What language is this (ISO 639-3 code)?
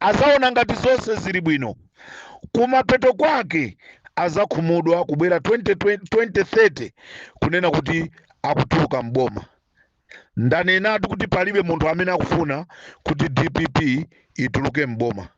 nya